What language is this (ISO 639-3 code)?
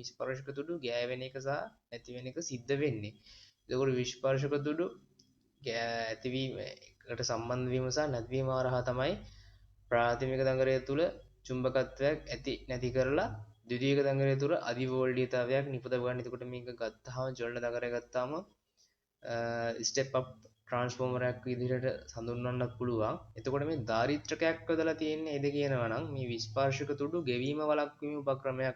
sin